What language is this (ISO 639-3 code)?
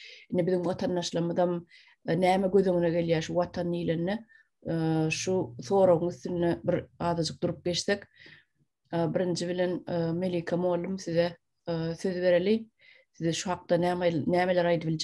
tuk